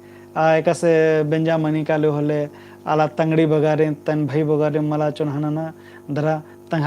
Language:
Kurukh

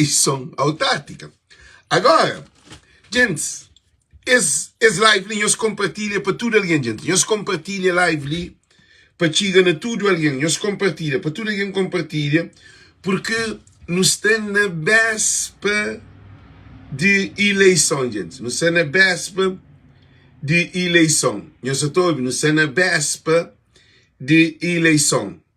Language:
Kabuverdianu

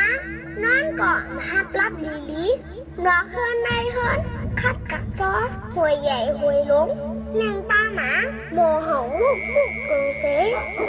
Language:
Shan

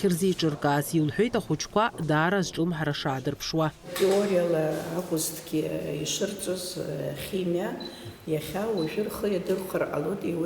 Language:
Abkhazian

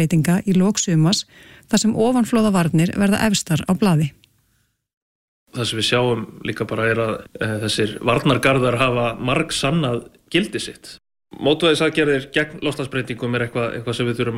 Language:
Icelandic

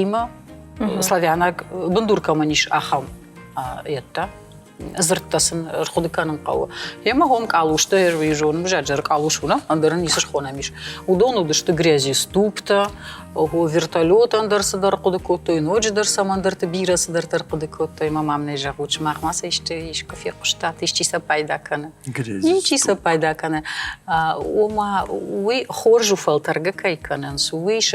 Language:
Ossetic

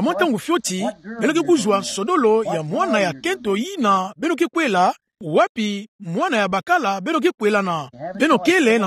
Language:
Kituba (Democratic Republic of Congo)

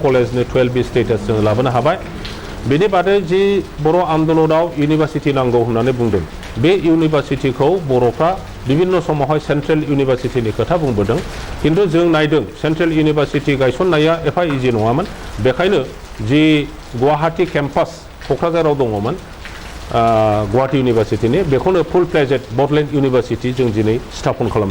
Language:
Bodo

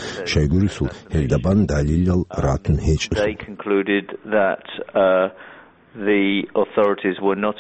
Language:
Avaric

